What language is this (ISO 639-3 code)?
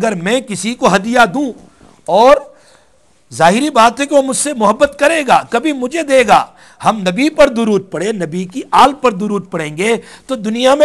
urd